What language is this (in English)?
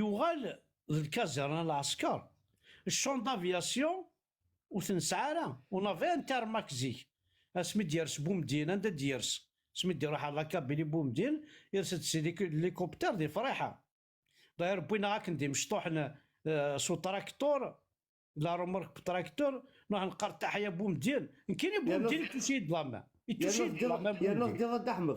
Kabyle